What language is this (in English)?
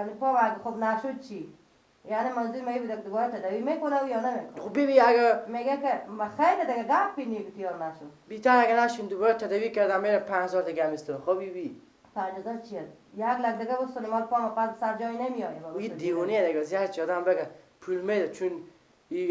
Persian